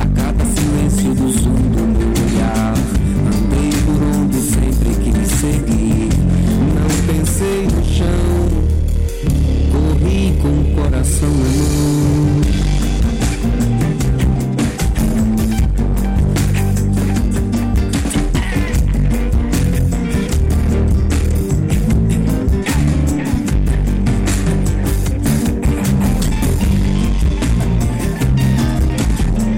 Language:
Portuguese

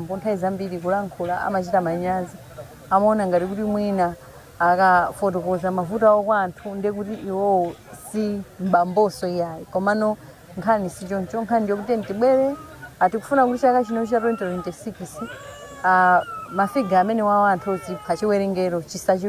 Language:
Nyanja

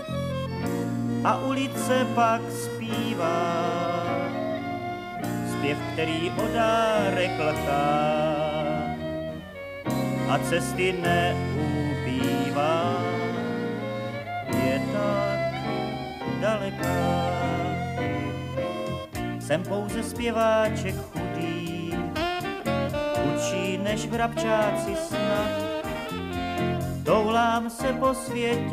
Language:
Czech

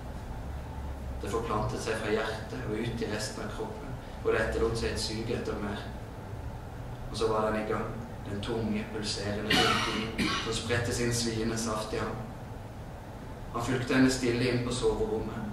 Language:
Norwegian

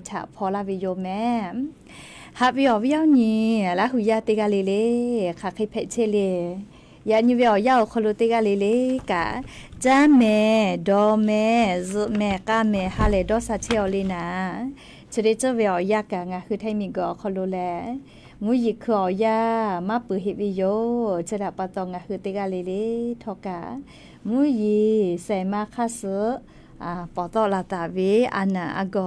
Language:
Lahu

